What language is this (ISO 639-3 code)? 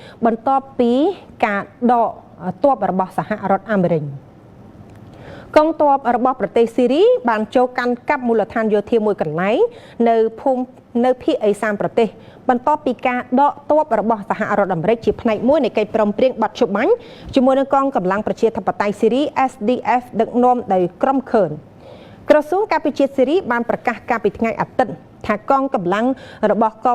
khm